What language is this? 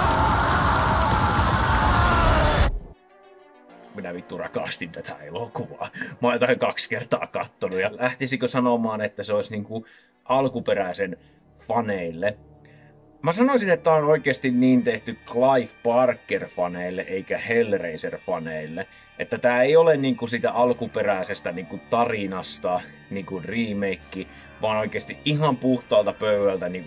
Finnish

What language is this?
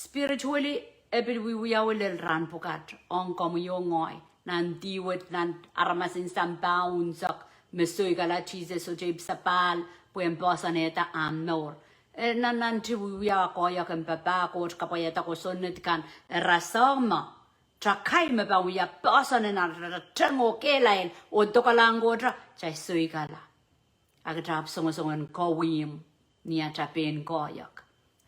Pohnpeian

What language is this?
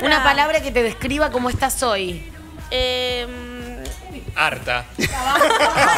Spanish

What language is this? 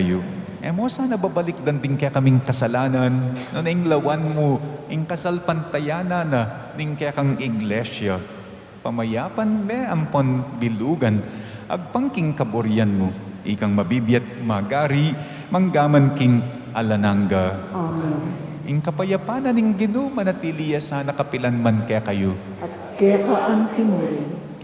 Pampanga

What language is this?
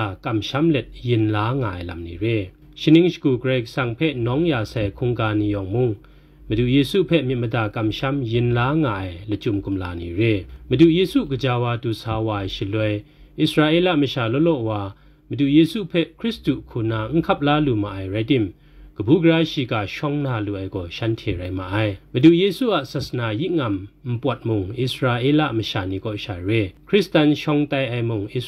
Kachin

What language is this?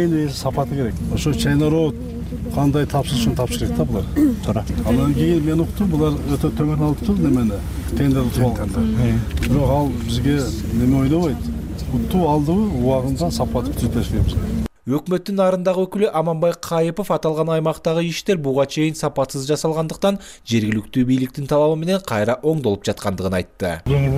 Kyrgyz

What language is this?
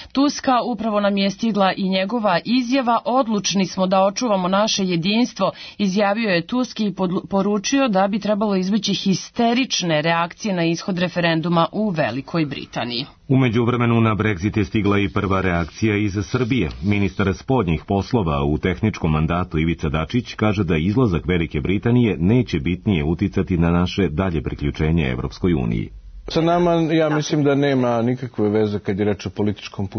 Serbian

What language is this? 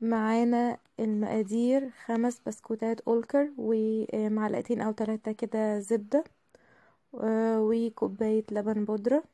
Egyptian Arabic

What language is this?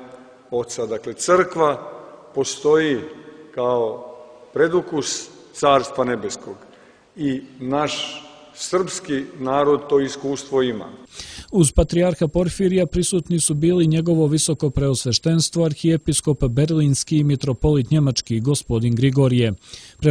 Serbian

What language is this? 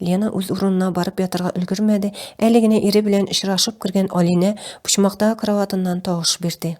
Tatar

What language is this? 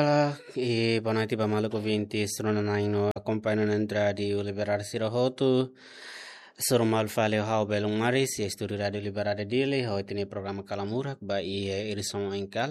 Tetum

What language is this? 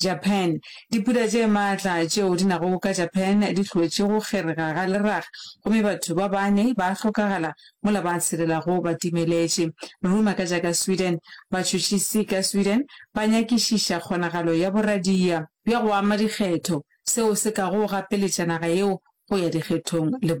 Northern Sotho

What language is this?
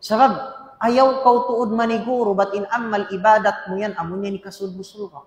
Tausug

